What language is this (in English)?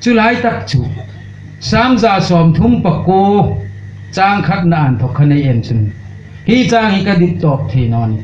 Hmar